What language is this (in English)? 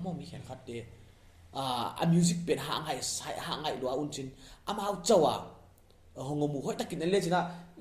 Paite Chin